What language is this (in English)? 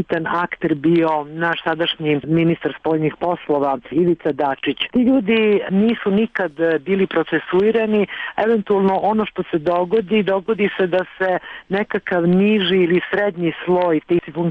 Serbian